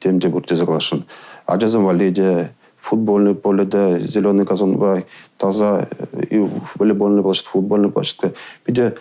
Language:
Chuvash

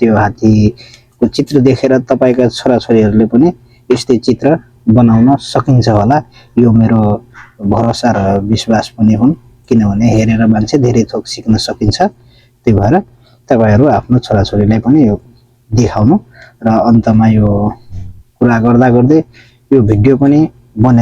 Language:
Nepali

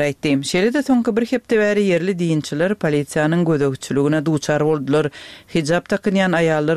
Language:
Turkmen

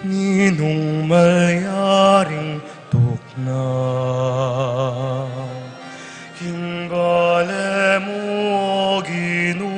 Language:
Pampanga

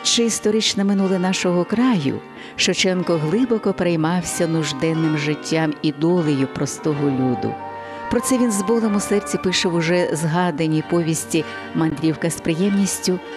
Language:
Ukrainian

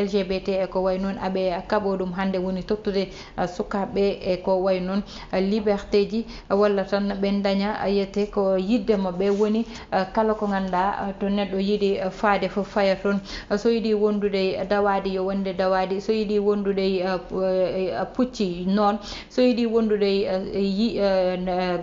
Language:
Fula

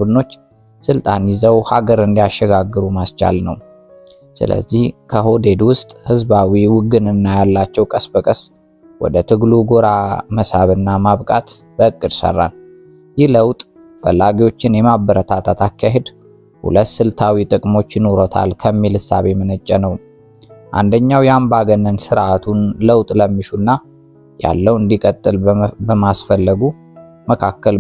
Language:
Amharic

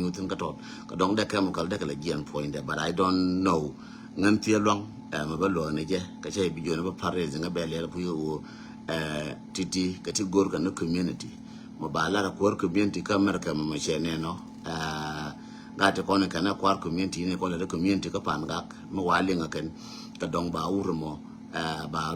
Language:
Nuer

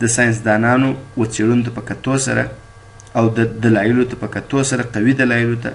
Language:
Pashto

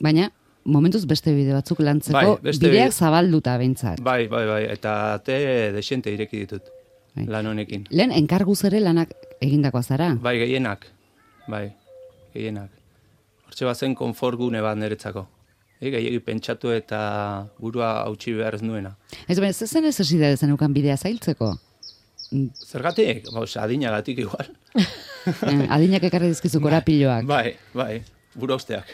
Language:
Basque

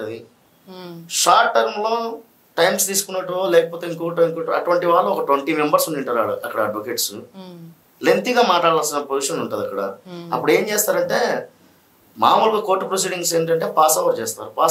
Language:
Telugu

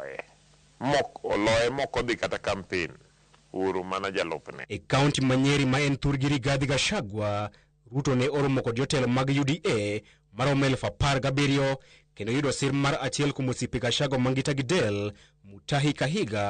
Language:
Luo (Kenya and Tanzania)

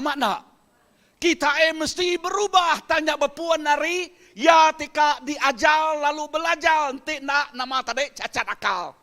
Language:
Iban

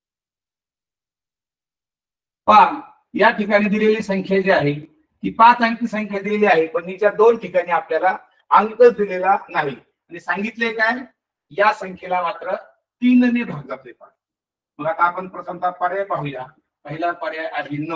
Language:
Marathi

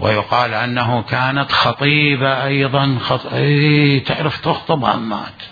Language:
Mesopotamian Arabic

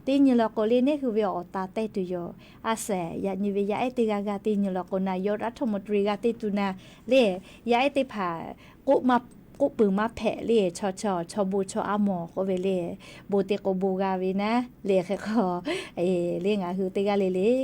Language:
Lahu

